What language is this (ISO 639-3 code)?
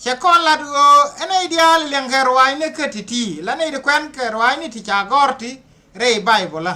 nus